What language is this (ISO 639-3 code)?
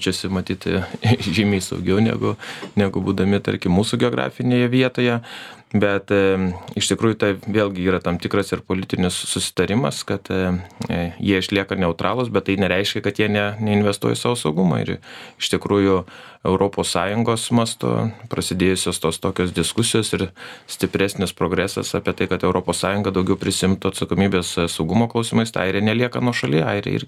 lit